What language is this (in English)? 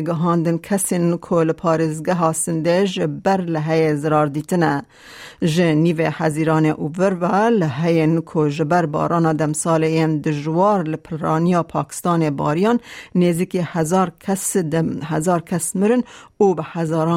Kurdish